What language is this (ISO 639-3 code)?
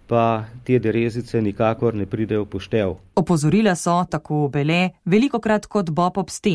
slv